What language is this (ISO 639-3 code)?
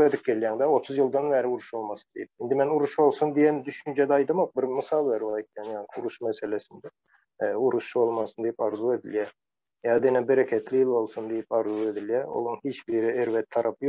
tuk